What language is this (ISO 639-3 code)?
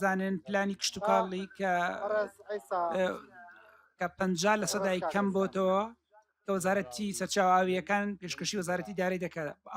ckb